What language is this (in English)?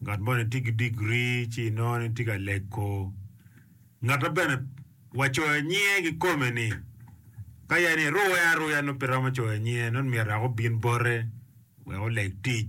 Acoli